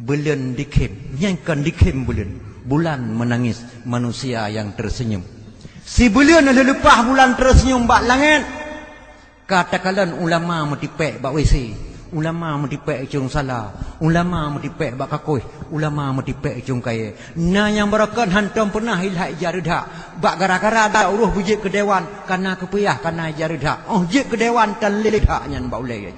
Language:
Achinese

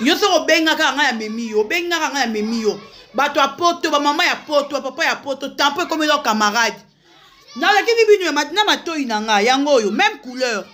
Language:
Lingala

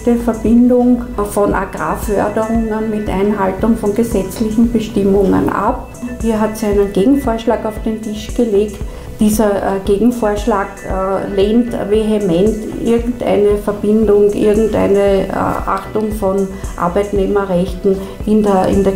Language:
German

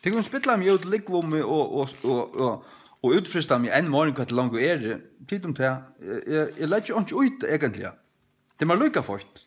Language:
Faroese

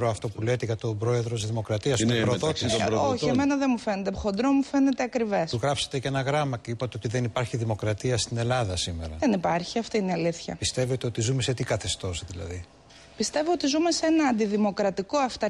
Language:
Greek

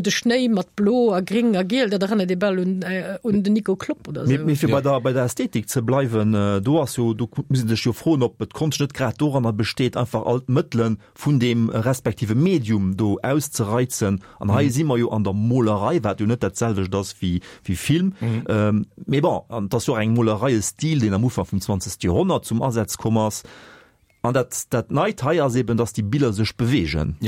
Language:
Luxembourgish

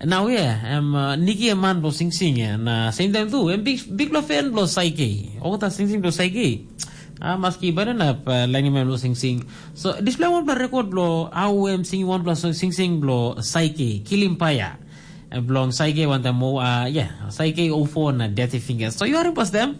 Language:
Tok Pisin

